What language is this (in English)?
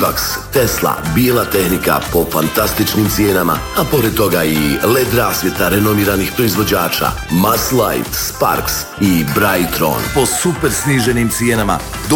Croatian